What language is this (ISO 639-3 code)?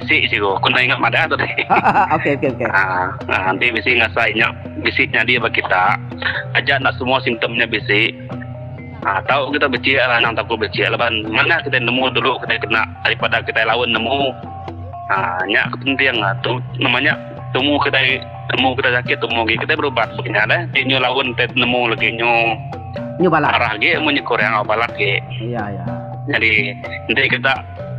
iba